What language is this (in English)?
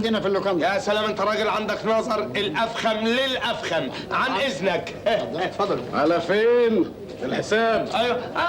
Egyptian Arabic